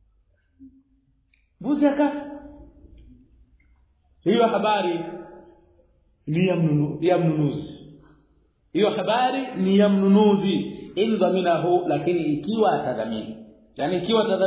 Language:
Swahili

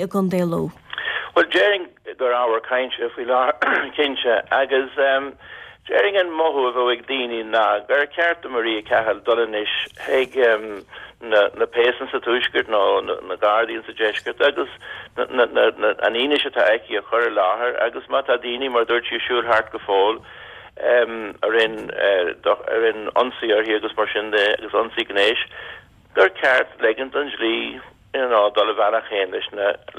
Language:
Irish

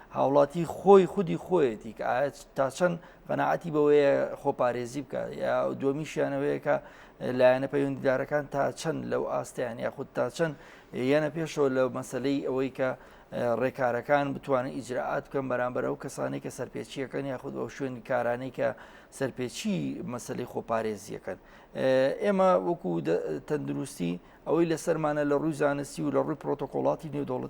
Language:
Central Kurdish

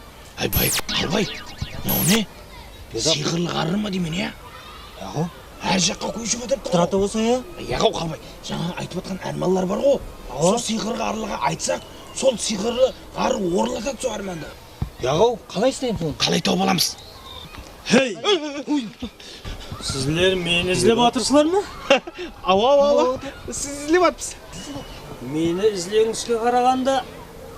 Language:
Kara-Kalpak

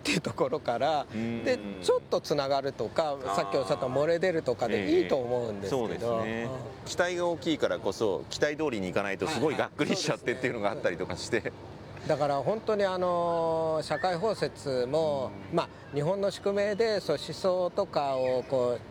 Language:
Japanese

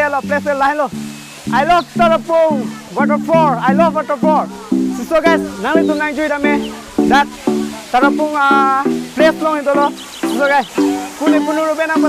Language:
Karbi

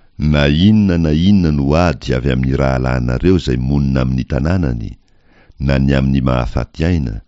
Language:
Malagasy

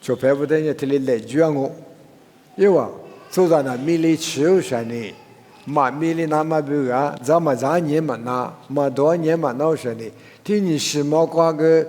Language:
Lisu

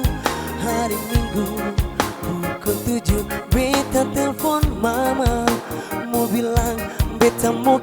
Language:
Ambonese Malay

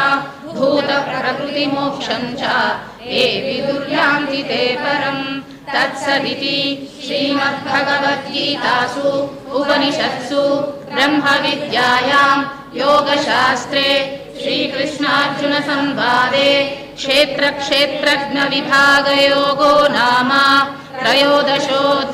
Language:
Sanskrit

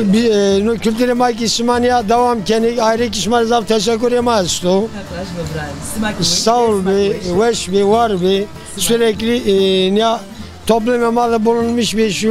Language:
Zaza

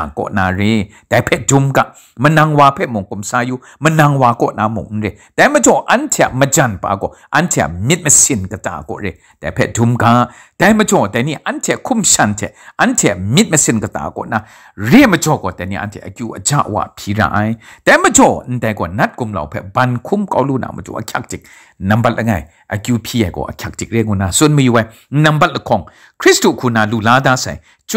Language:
Kachin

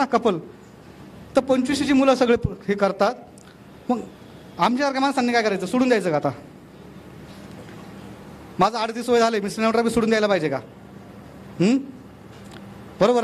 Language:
Marathi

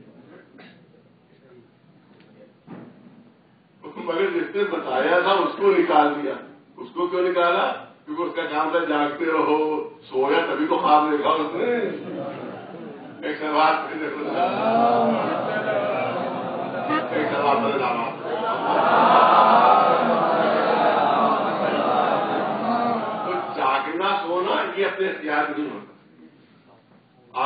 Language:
Urdu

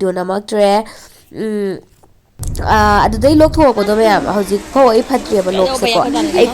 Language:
Manipuri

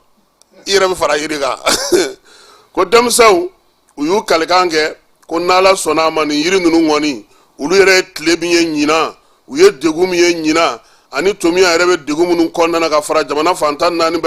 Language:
Bambara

